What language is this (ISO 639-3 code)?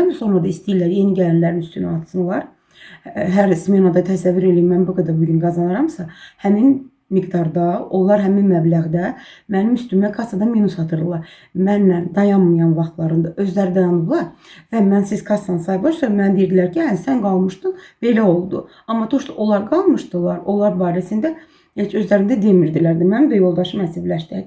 aze